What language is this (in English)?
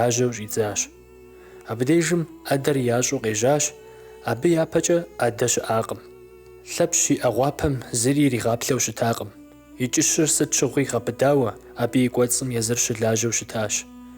Kabardian